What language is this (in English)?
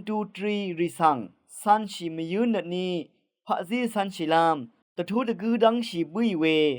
Rawang